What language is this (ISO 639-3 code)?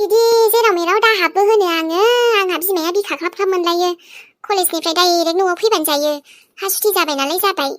brx